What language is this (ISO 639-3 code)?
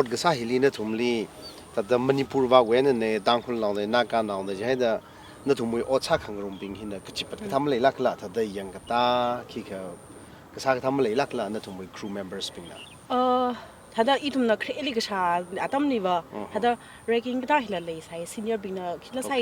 nmf